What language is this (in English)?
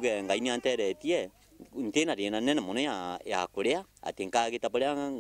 Meru